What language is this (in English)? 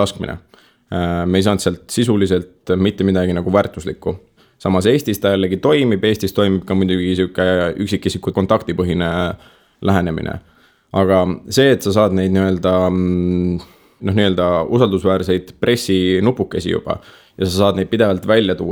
Estonian